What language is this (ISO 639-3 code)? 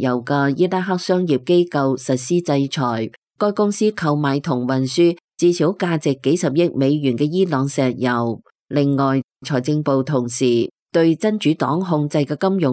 yue